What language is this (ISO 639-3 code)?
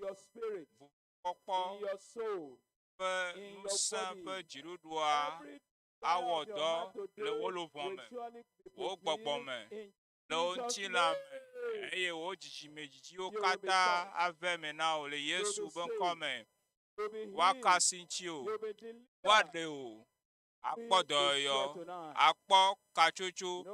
ewe